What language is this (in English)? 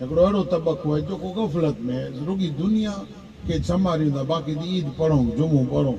Saraiki